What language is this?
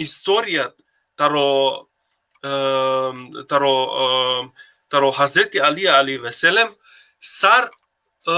Balkan Romani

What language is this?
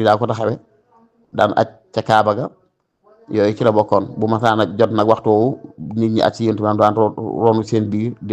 Wolof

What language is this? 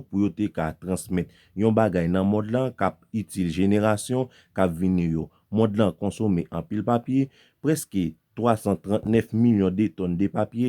Haitian Creole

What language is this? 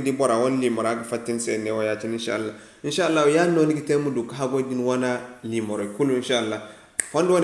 Zarma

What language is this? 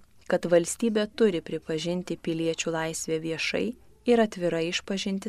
Lithuanian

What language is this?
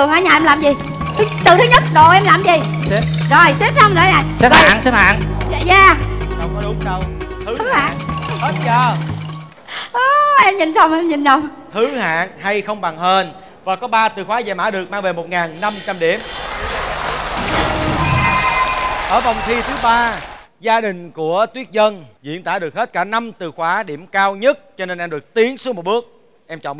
Vietnamese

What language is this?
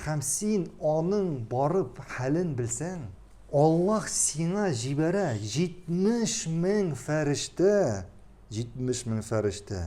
Tatar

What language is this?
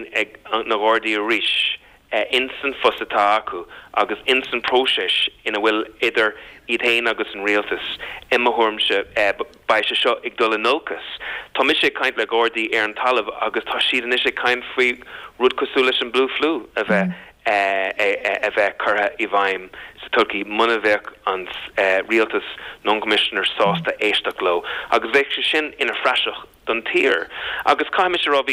Irish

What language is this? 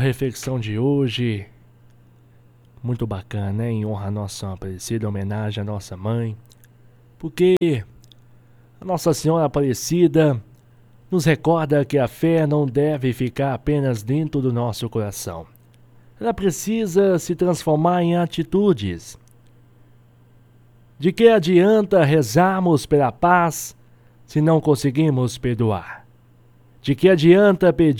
Portuguese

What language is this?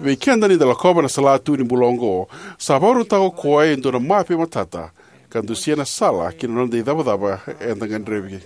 Fijian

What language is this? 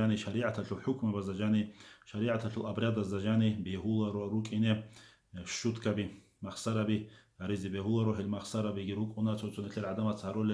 Avaric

